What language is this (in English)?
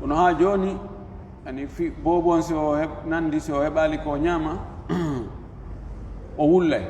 Fula